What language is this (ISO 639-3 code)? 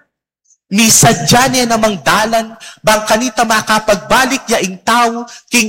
pam